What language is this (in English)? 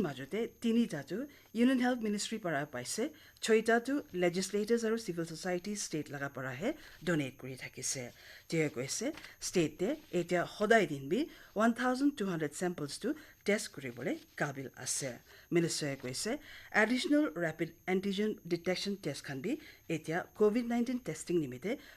Naga Pidgin